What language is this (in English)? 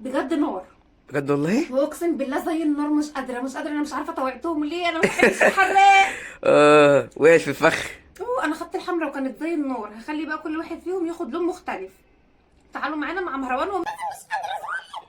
Egyptian Arabic